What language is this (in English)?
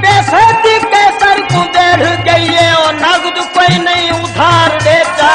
Saraiki